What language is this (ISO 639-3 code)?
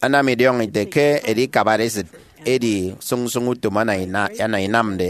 efi